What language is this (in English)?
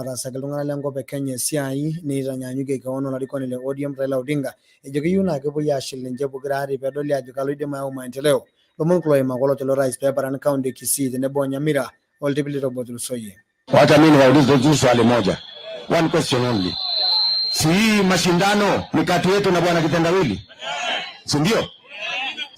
Masai